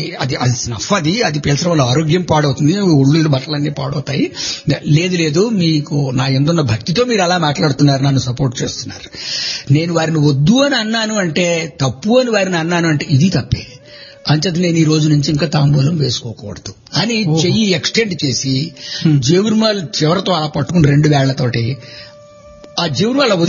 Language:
Telugu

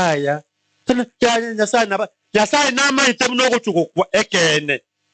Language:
Gusii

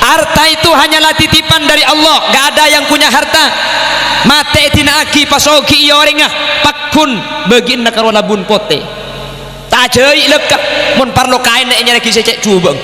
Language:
Madurese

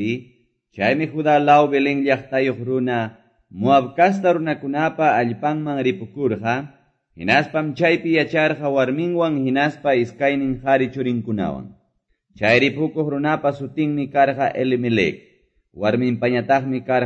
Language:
Quechua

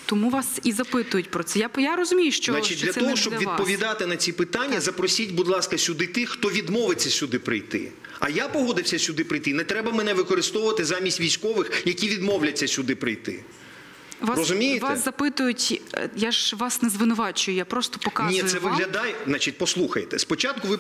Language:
Ukrainian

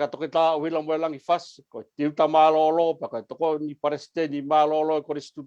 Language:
Tongan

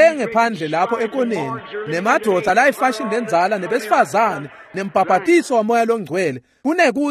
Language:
Swati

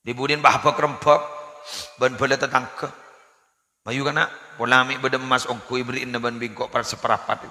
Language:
Madurese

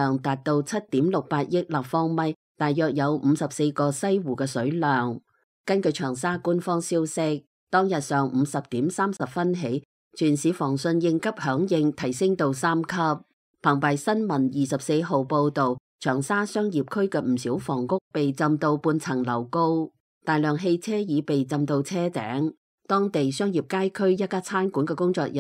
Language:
Cantonese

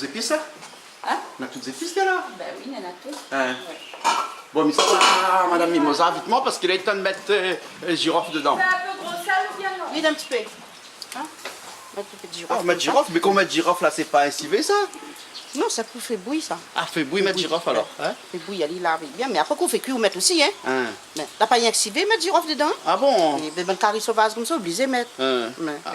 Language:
Réunion Creole French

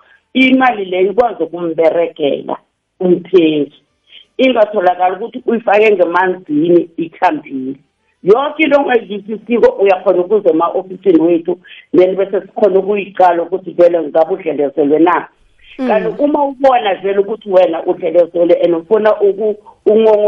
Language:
South Ndebele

